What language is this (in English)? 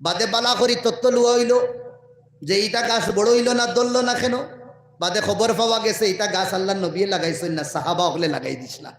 Sylheti